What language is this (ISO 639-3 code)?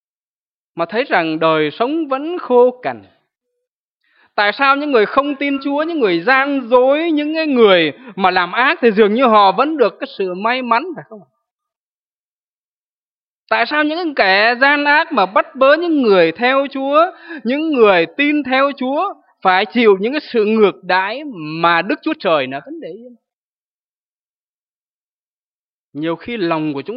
vie